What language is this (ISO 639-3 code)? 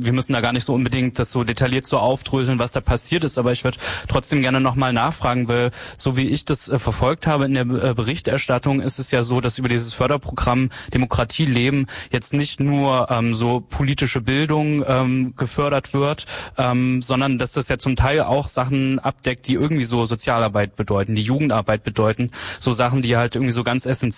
deu